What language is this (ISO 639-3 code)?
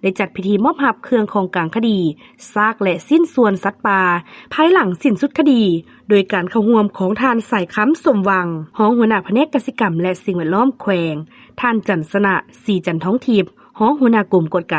lao